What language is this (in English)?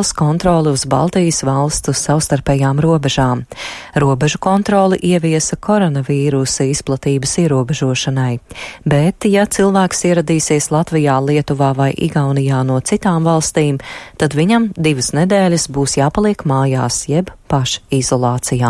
Latvian